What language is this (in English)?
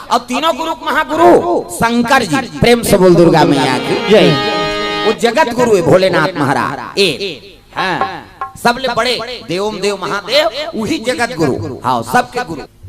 Chhattisgarhi